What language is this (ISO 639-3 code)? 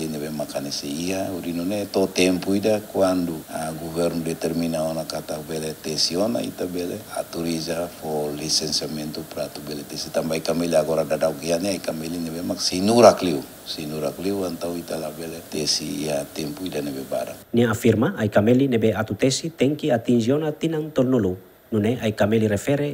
tet